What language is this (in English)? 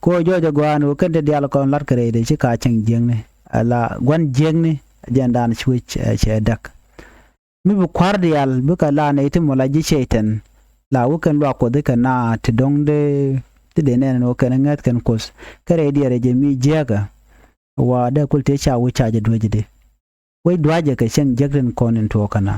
Nuer